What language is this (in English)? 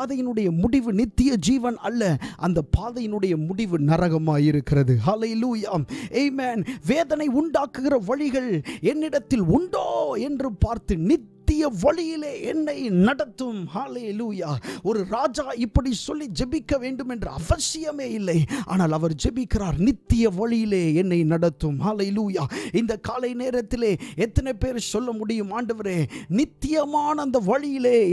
Tamil